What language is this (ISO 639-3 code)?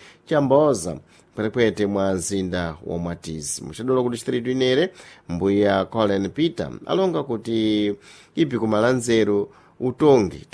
seh